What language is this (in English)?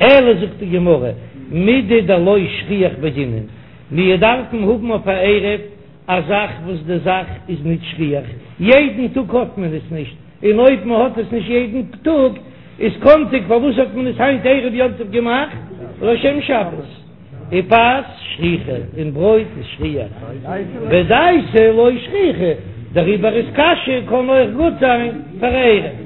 Yiddish